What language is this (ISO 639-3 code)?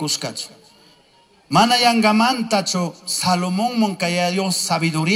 qug